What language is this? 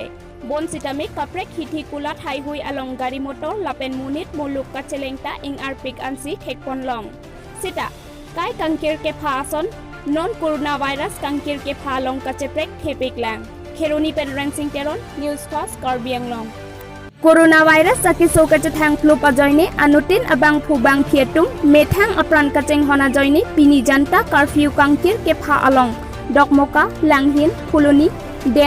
Karbi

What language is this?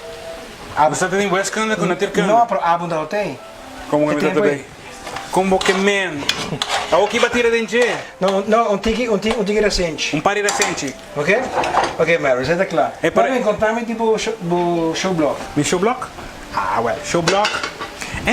Papiamento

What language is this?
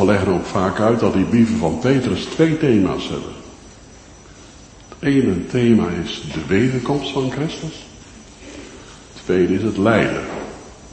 Dutch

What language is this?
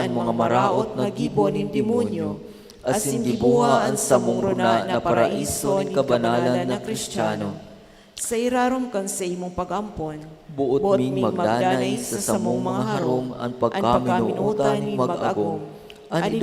Bikol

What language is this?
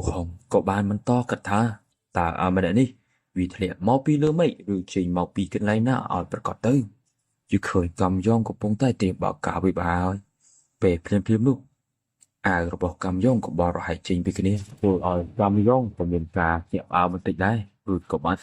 Khmer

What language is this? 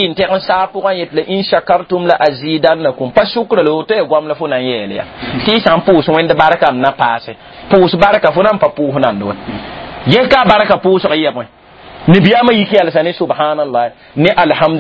Mossi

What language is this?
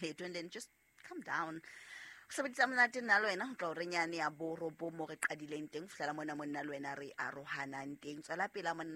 Southern Sotho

